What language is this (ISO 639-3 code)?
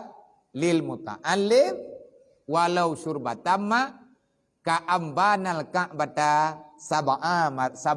ace